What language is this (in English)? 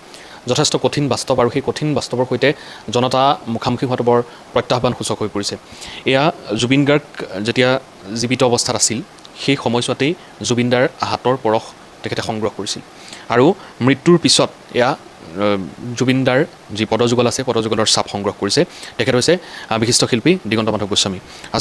Assamese